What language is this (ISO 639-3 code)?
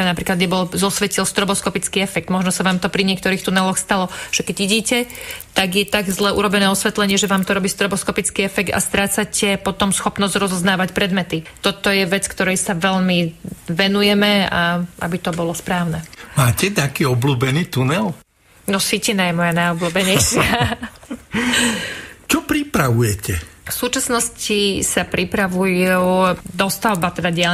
slk